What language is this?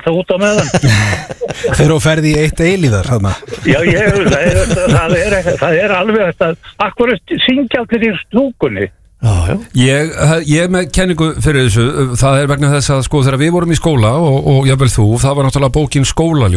Icelandic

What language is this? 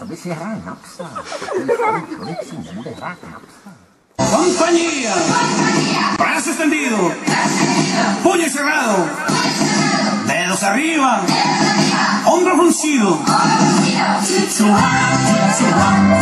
Czech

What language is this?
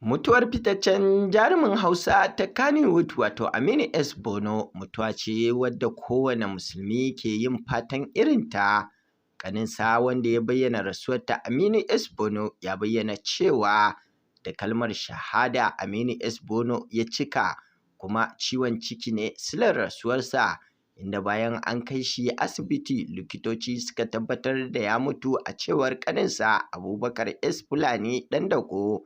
Hausa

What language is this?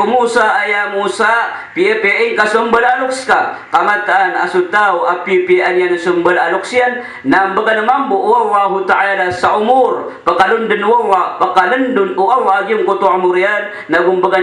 Maranao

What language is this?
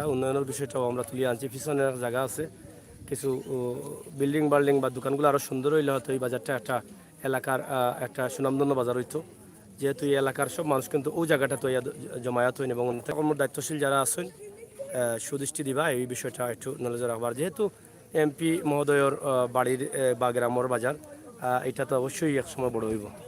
Sylheti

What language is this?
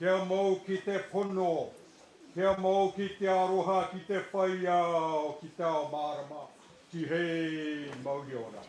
Māori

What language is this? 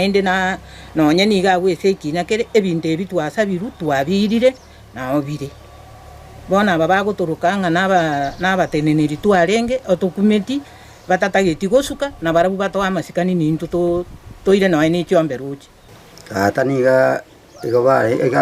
Gusii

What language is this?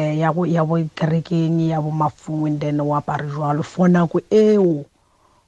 Tswana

